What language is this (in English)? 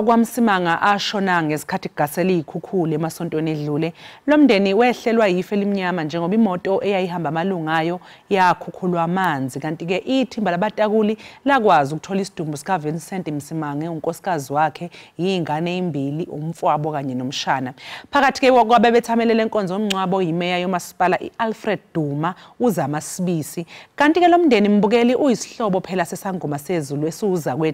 Zulu